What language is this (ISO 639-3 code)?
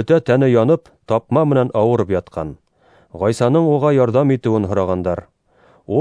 bak